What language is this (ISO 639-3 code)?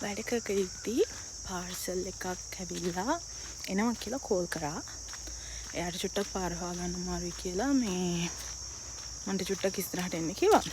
sin